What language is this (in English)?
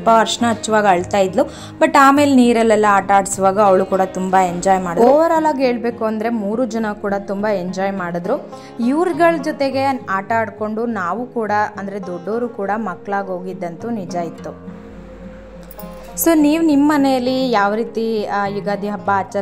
Kannada